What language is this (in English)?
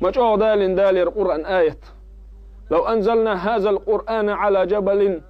Chechen